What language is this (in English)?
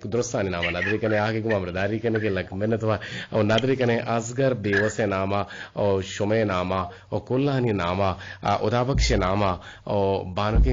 Eastern Balochi